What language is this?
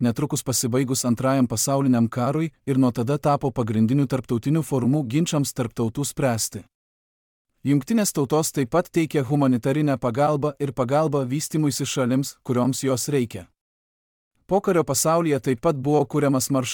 Lithuanian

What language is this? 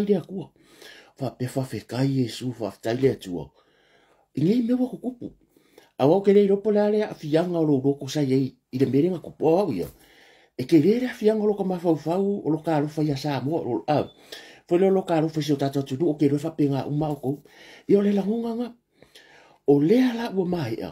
Samoan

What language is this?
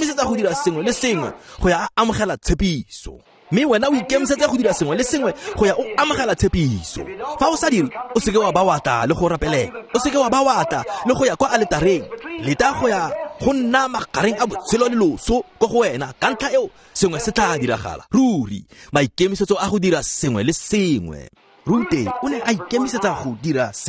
Tswana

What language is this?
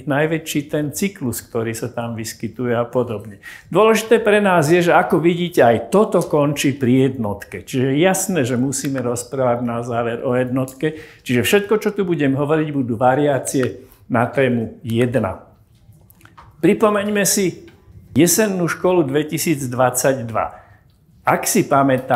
Slovak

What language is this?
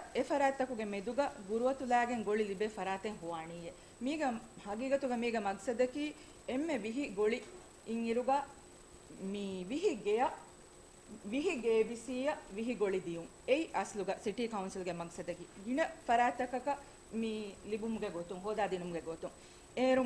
Divehi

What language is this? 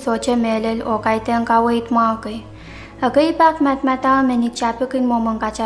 Pohnpeian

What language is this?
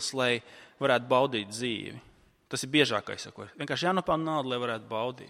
Latvian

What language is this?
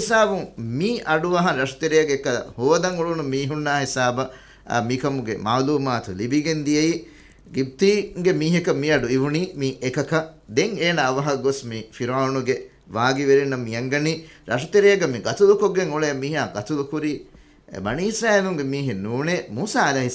Divehi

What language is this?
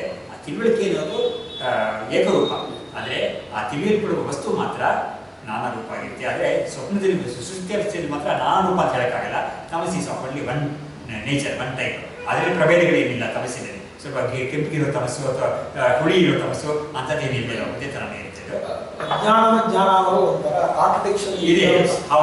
Kannada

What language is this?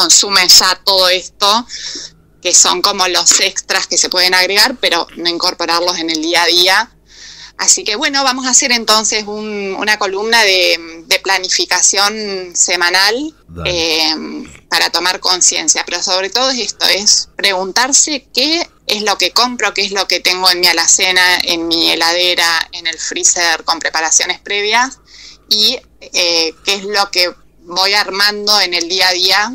Spanish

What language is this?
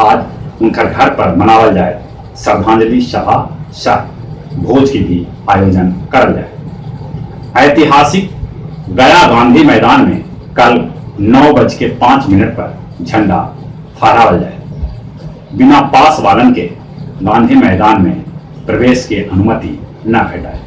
Magahi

